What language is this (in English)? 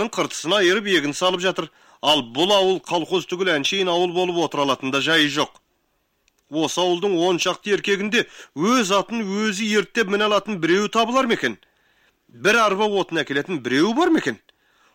Kazakh